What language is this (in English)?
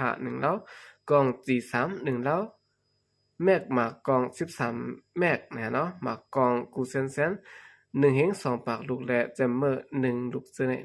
Shan